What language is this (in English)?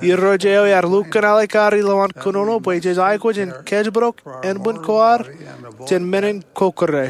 Marshallese